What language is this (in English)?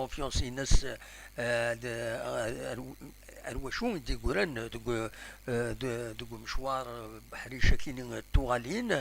Kabyle